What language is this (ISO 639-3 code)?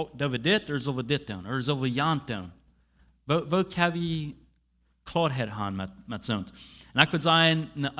pdt